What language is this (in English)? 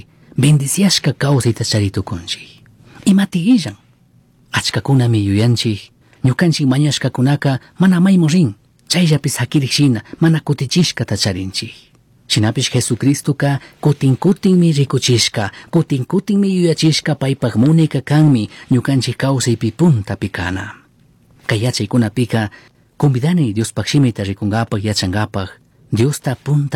Chimborazo Highland Quichua